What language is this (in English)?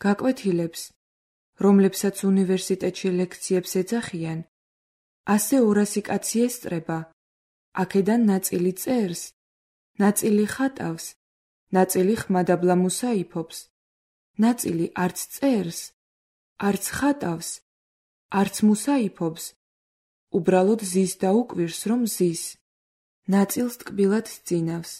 Georgian